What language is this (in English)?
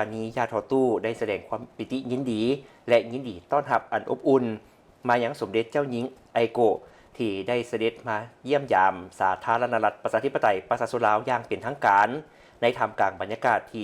Lao